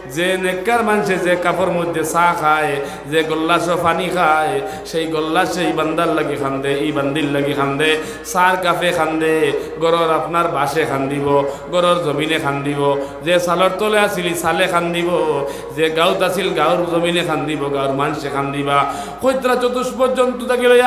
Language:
Sylheti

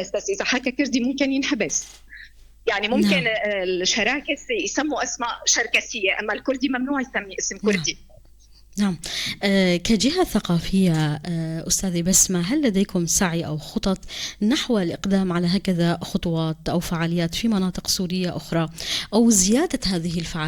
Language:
North Levantine Arabic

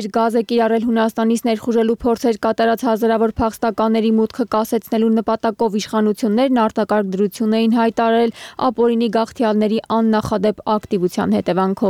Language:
Armenian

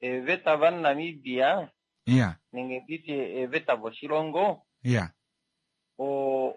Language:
Kuanyama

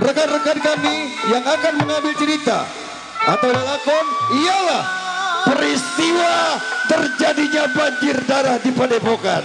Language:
Betawi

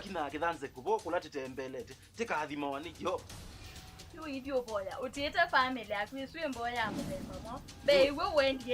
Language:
Kamba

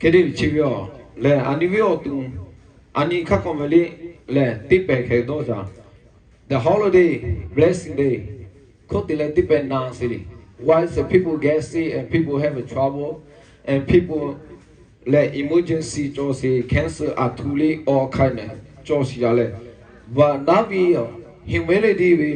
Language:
Lahu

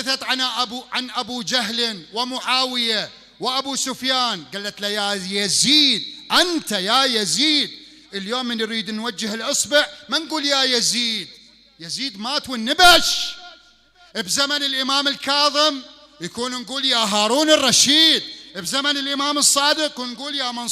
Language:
Mesopotamian Arabic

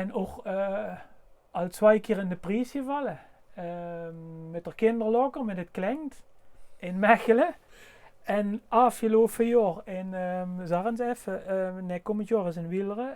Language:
Limburgish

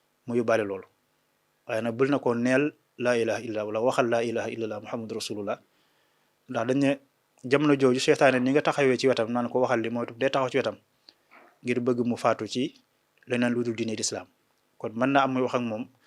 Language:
Wolof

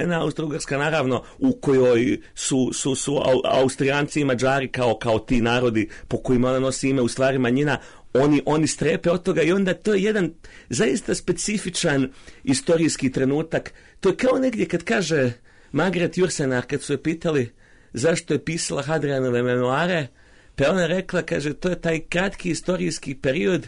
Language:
Serbian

